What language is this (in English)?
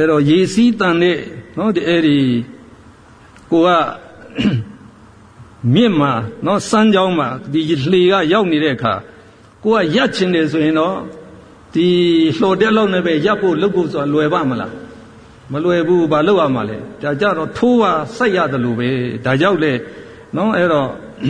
Burmese